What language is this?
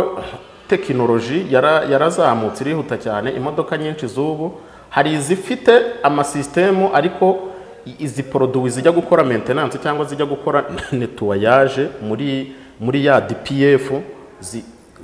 Kinyarwanda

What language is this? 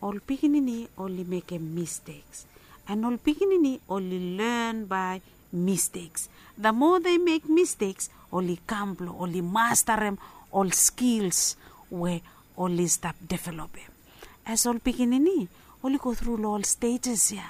Bislama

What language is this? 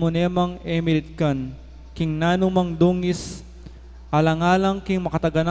Pampanga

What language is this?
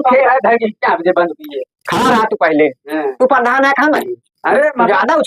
Awadhi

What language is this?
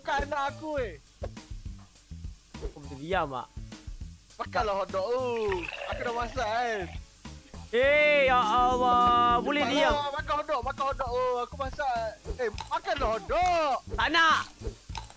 Malay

